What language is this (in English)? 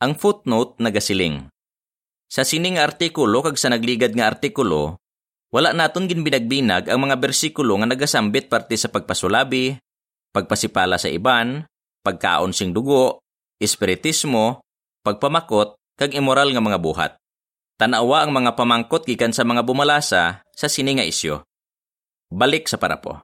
Hiligaynon